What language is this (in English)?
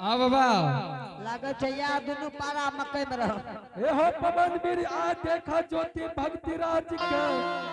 Angika